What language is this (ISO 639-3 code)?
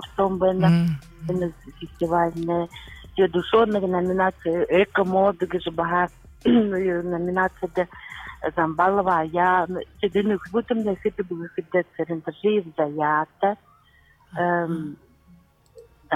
bua